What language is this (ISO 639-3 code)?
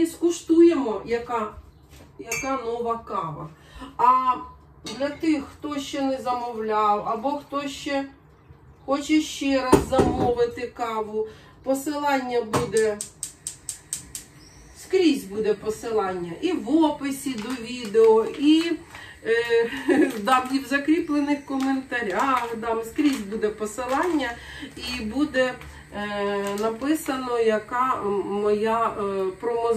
ukr